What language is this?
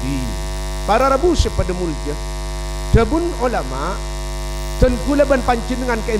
Madurese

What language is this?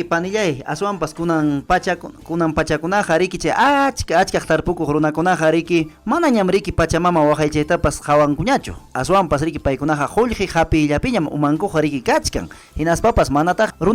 Ayacucho Quechua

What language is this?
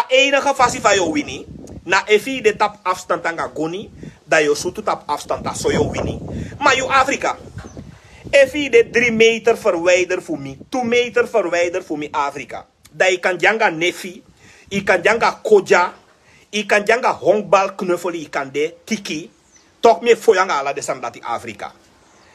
Sranan Tongo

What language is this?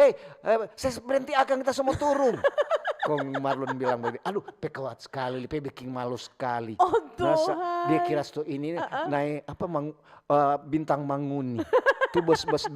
Manado Malay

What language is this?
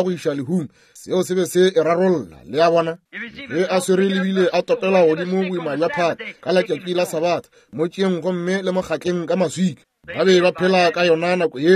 Northern Sotho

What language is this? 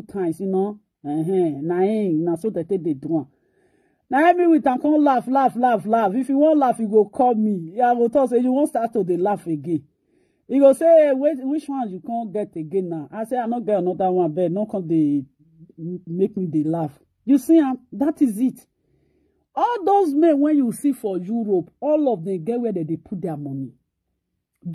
Nigerian Pidgin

